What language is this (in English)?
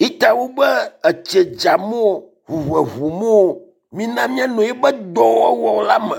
Ewe